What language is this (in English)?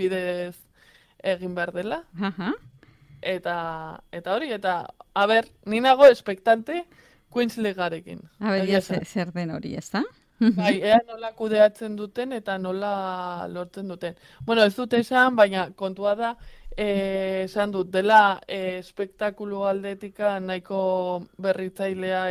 Basque